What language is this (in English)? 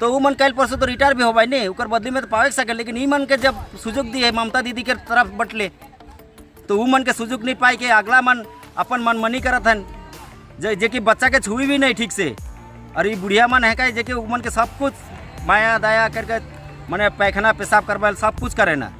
Sadri